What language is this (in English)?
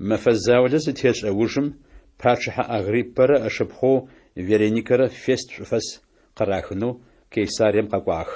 Adyghe